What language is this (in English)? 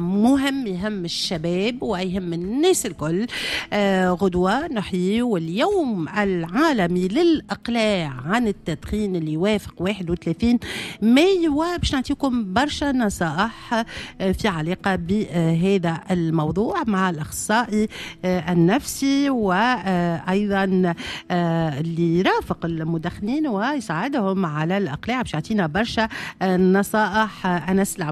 Tunisian Arabic